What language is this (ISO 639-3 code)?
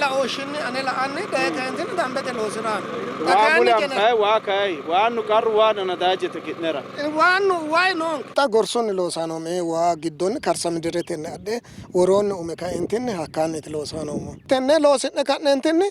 sid